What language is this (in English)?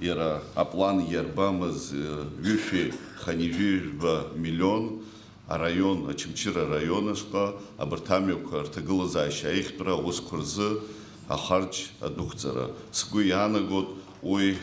Abkhazian